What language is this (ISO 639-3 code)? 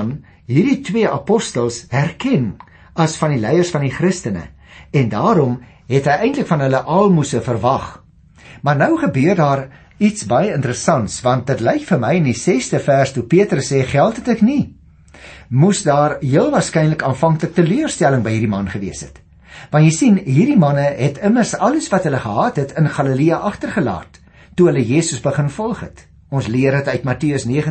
afr